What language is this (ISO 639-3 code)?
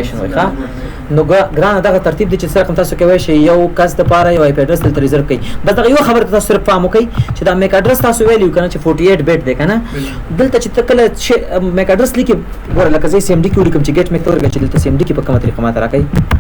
pus